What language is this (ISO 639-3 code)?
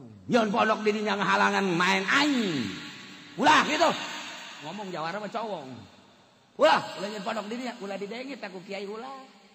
sun